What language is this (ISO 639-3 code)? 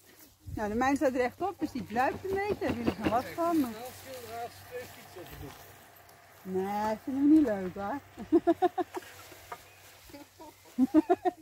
nld